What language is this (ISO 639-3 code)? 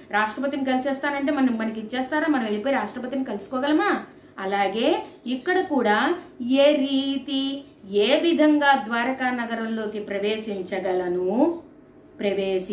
tel